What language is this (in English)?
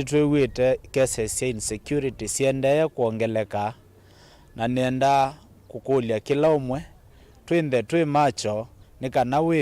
Kamba